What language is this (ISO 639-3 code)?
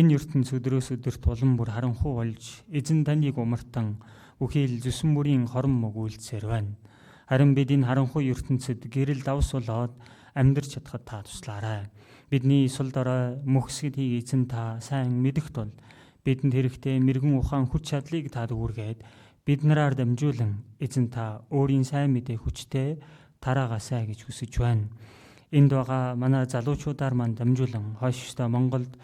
mon